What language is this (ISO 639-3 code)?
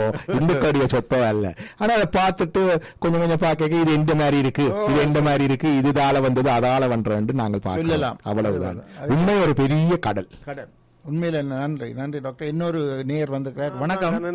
tam